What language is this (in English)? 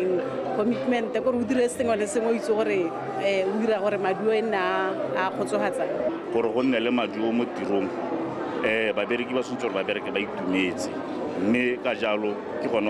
Tswana